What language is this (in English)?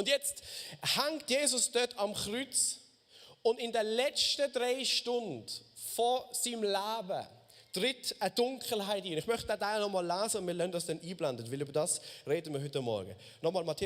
Swiss German